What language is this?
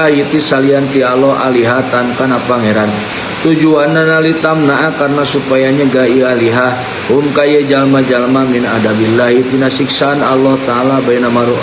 Sundanese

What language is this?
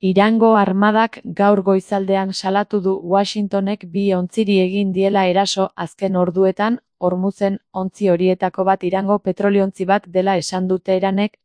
Basque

